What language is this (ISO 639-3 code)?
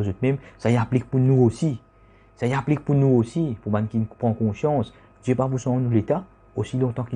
mfe